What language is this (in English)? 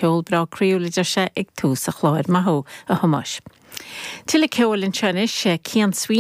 Irish